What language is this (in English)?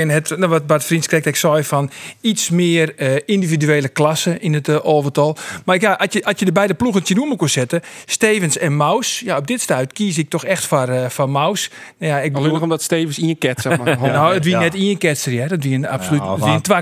Western Frisian